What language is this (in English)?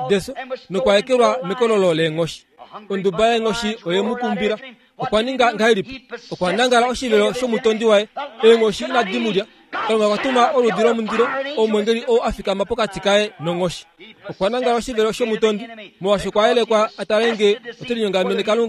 Kuanyama